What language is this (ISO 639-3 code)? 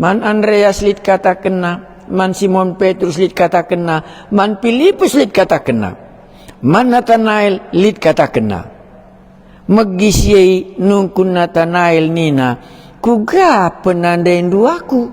btx